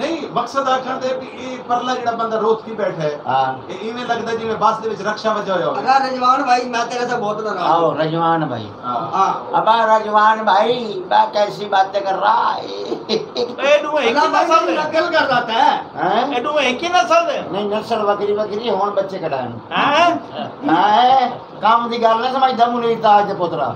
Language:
Saraiki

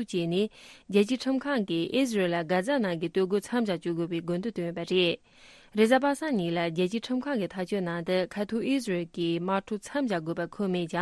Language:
Tibetan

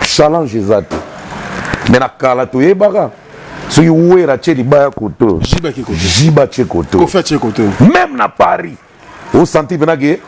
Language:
Lingala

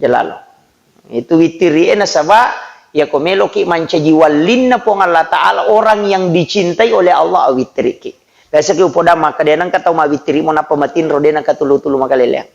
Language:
Buginese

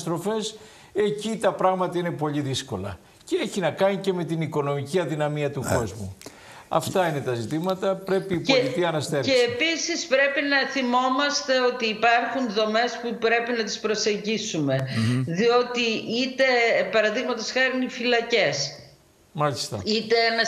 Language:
Greek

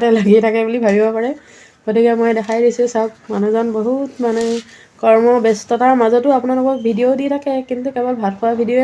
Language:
Assamese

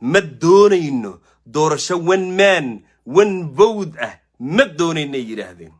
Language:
Somali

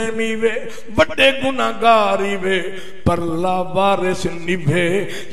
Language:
Saraiki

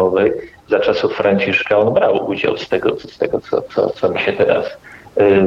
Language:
Polish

